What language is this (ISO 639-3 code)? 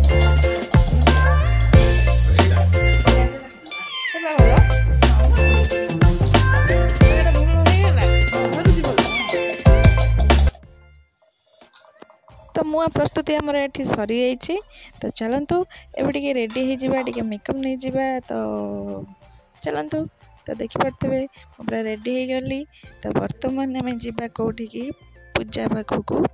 ori